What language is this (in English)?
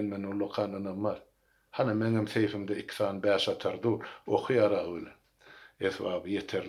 Turkmen